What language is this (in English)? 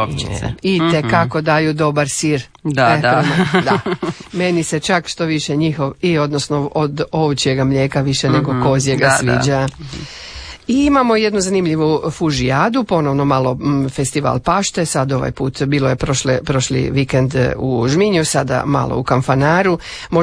Croatian